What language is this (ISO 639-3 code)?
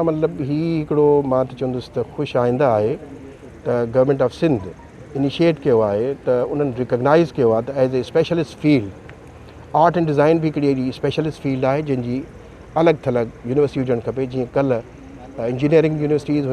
snd